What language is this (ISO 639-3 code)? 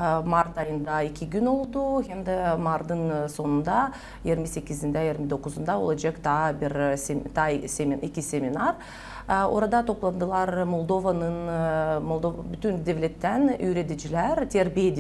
gag